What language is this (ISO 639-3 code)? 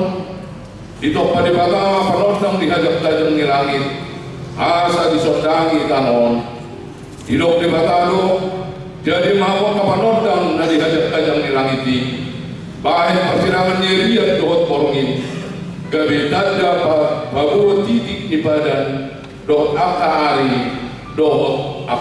bbc